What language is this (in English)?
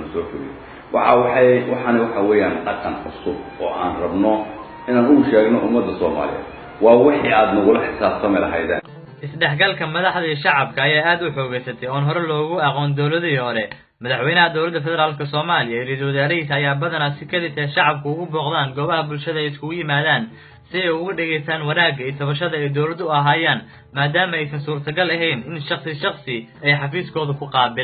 Somali